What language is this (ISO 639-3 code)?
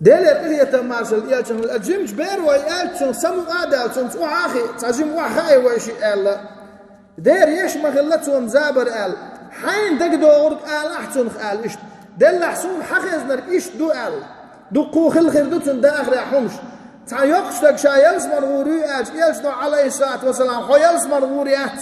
che